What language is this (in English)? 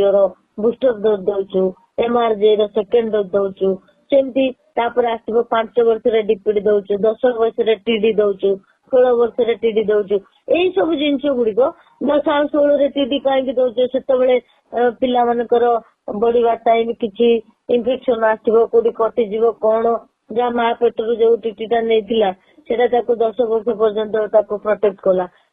Odia